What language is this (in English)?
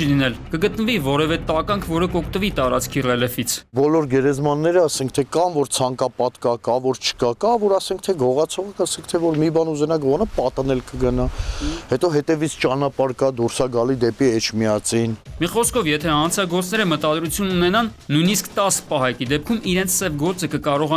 Armenian